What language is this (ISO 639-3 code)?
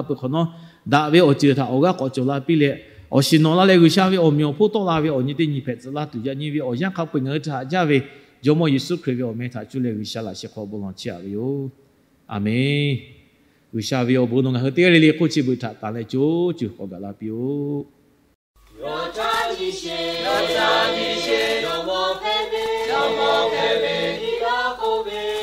lhu